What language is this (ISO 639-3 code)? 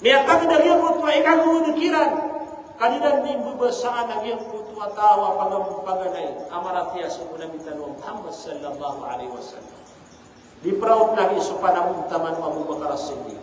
mrw